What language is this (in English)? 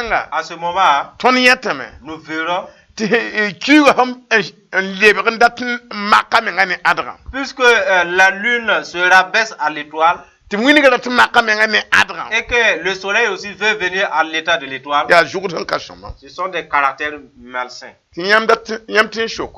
Mossi